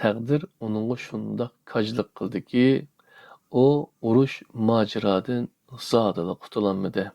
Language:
Uyghur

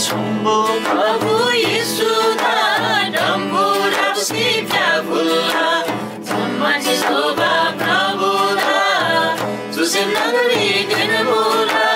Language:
Eastern Tamang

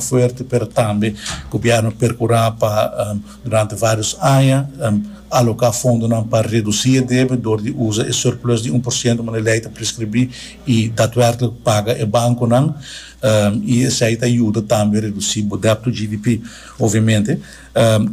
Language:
Papiamento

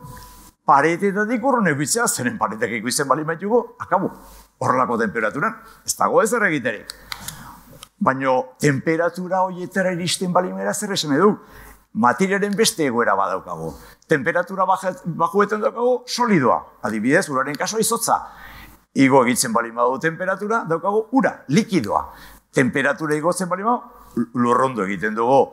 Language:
Basque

